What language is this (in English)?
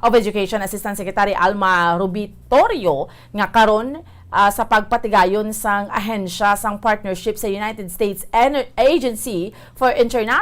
Hiligaynon